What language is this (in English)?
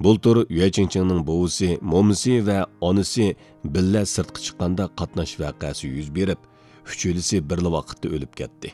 Uyghur